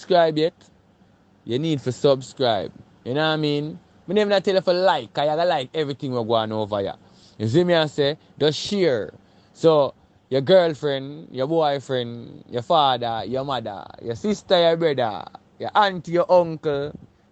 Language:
Jamaican Creole English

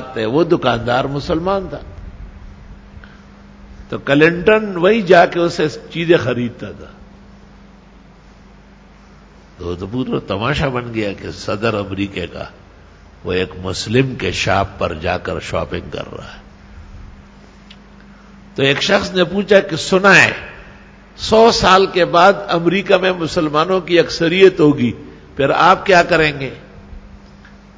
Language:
Urdu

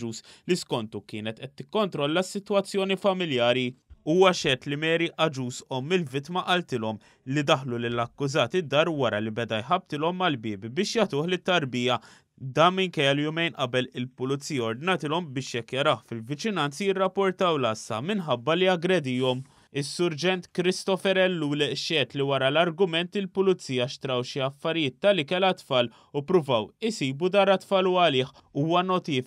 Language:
Maltese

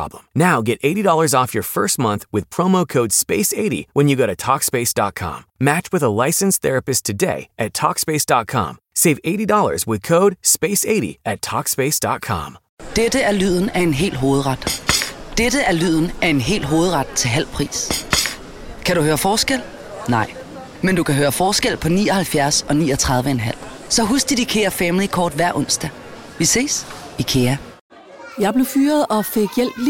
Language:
Danish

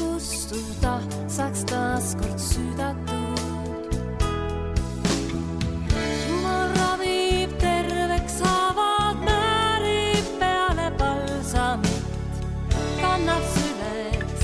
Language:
Estonian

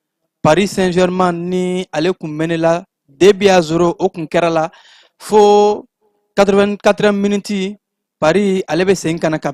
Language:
Bambara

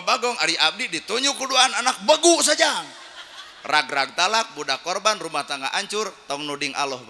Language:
Sundanese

